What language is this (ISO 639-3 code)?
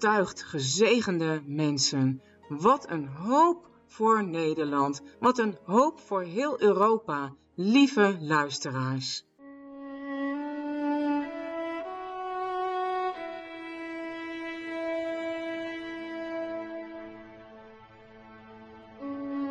nld